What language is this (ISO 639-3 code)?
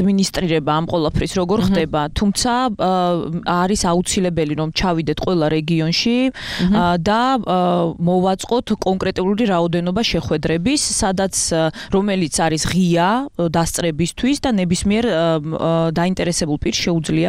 kat